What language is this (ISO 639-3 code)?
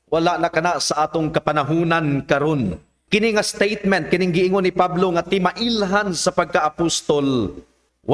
ceb